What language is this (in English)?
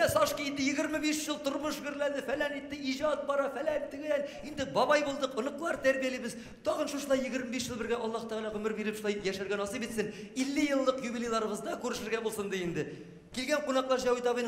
Tatar